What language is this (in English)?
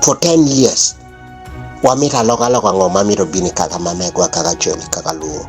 Acoli